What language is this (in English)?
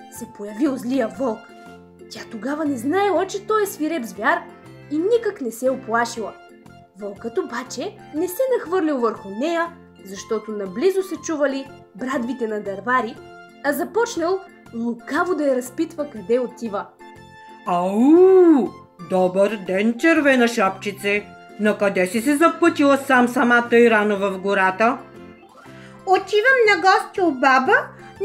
Bulgarian